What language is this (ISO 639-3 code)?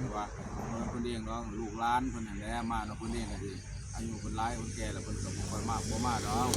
tts